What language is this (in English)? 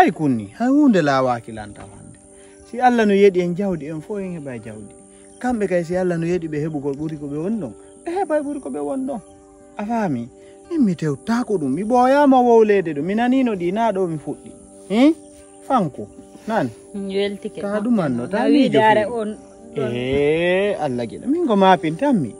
Fula